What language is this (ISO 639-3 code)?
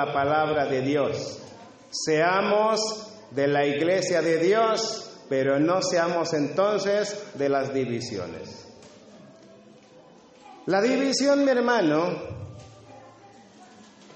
spa